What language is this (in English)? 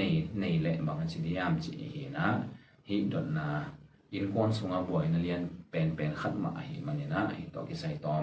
Tedim Chin